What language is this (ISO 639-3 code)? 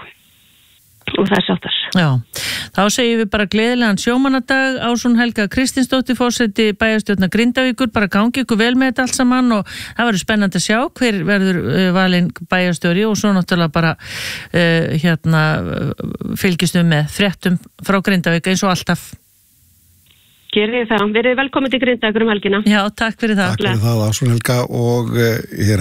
isl